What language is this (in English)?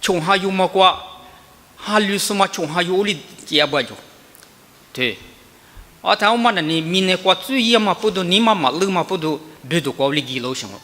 Lisu